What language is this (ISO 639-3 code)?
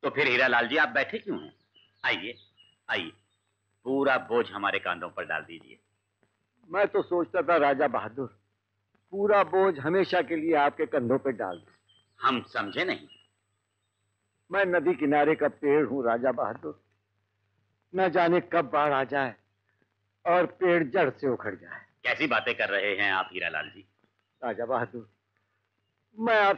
hin